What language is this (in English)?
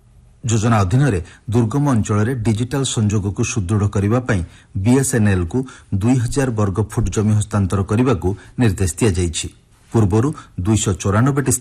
Odia